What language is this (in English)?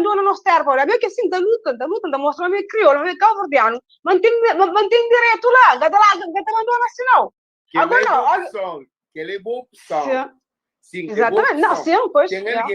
Kabuverdianu